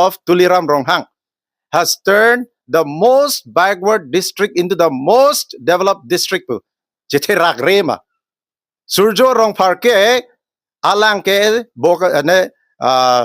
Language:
Karbi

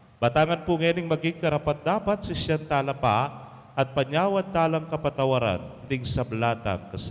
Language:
Pampanga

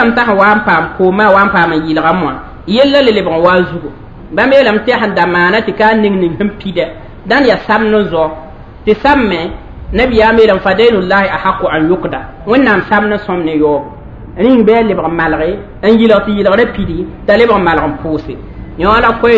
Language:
Mossi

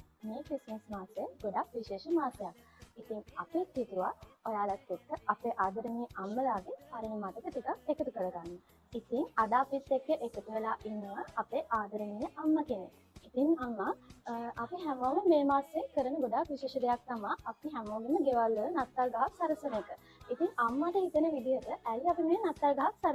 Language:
Sinhala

